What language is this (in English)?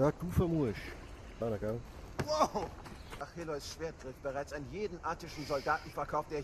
Swiss German